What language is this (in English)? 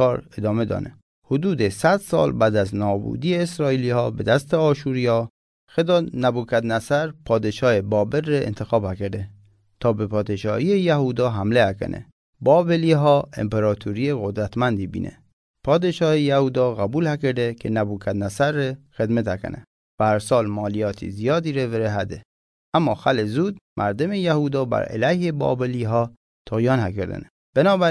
Mazanderani